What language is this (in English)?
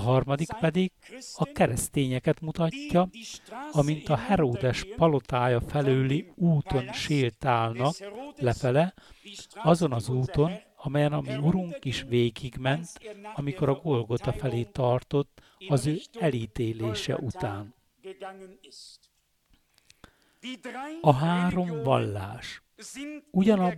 Hungarian